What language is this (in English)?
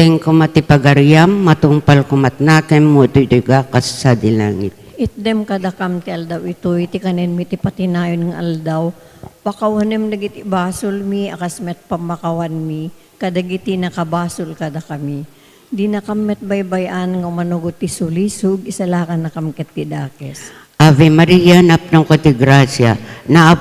Iloko